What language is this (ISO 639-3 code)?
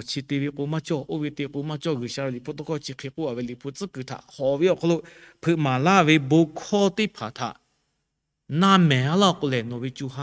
lhu